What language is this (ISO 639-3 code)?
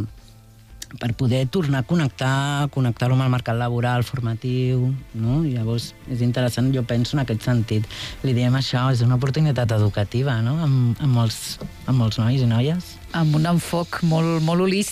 cat